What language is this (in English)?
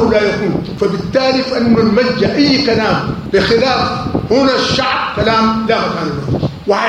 Sudanese Arabic